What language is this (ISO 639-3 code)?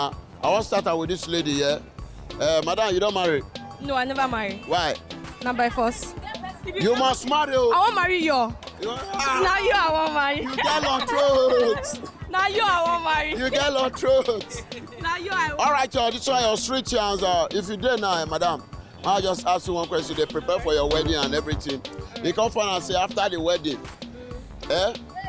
pcm